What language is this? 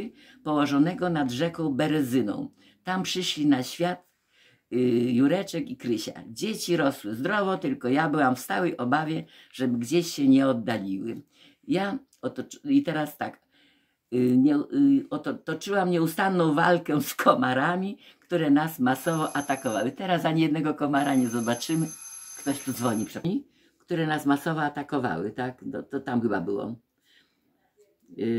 Polish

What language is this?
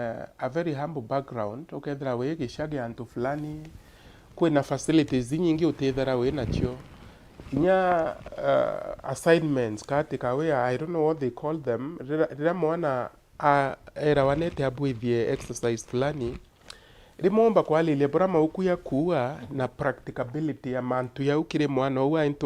Meru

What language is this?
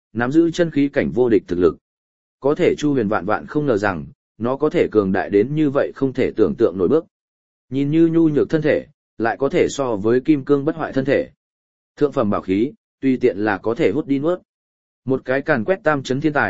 Vietnamese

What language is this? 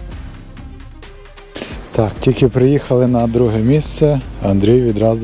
Ukrainian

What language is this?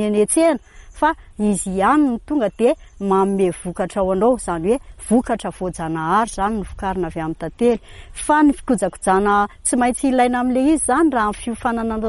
Malagasy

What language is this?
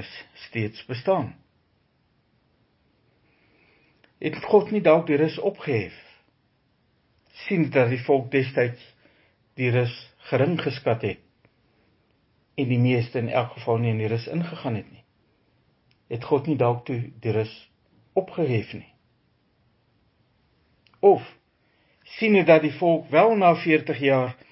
Afrikaans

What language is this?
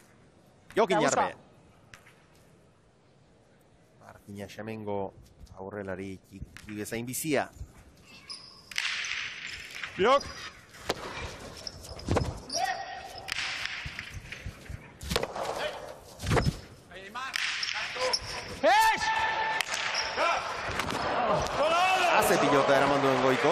Basque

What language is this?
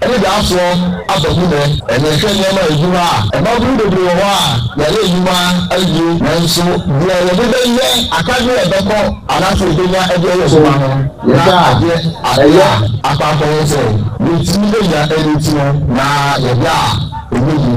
Akan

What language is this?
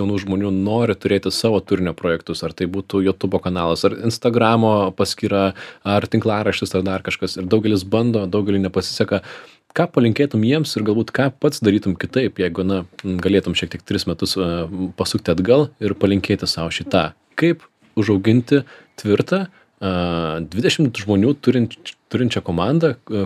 Lithuanian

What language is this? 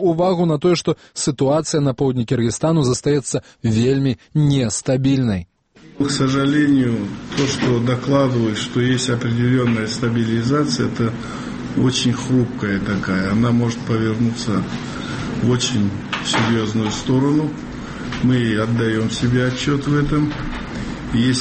Belarusian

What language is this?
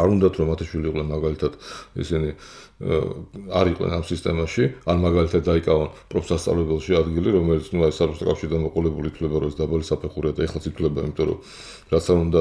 Georgian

